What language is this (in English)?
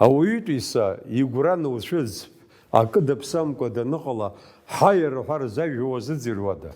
Abkhazian